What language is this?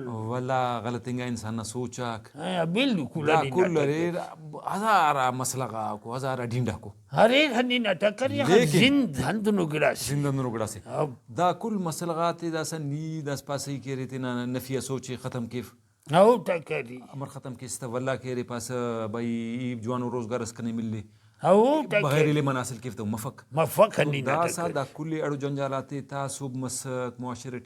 Brahui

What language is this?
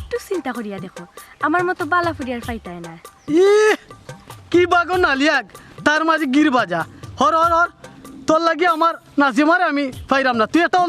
Sylheti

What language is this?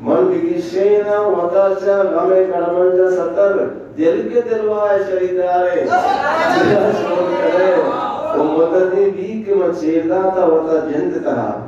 Eastern Balochi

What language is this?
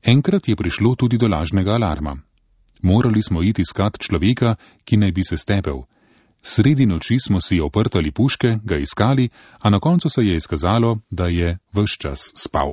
Slovenian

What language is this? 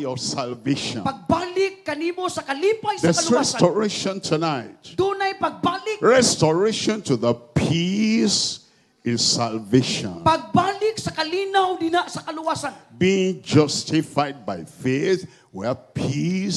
Cebuano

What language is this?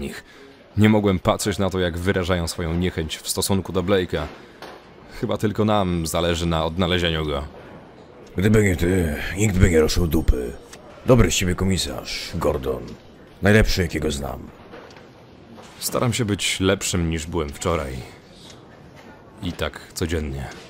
Polish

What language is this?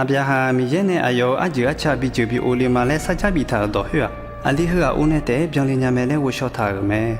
Akha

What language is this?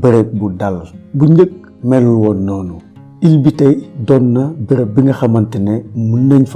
Wolof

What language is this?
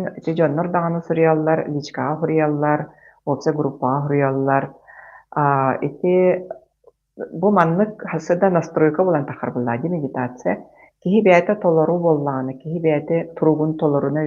Yakut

